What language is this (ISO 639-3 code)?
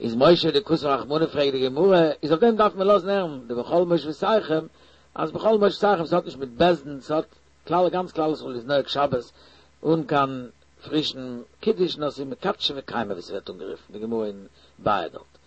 yid